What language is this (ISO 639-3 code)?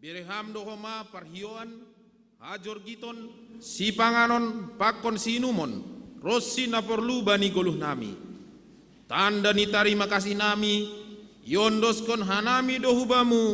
bts